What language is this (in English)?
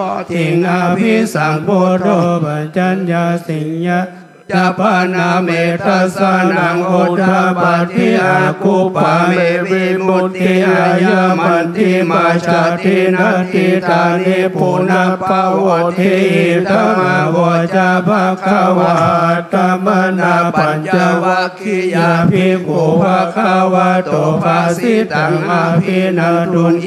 Pali